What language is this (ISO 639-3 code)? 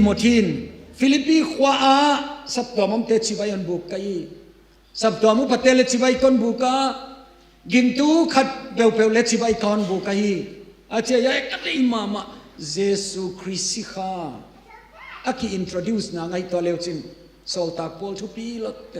ctd